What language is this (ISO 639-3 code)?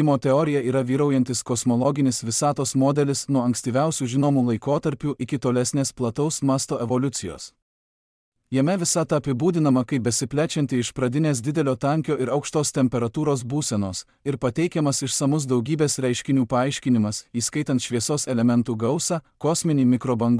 lit